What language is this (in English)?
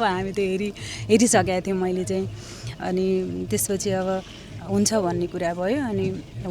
Nepali